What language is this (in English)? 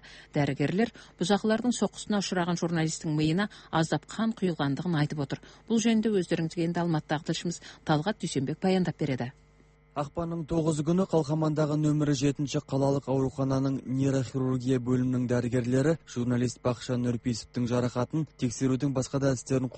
Kazakh